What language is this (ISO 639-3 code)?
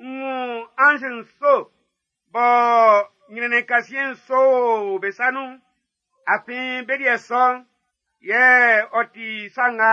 bci